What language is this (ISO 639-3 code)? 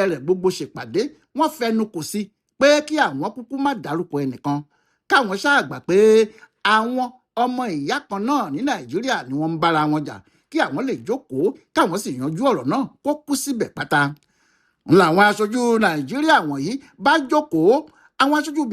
yor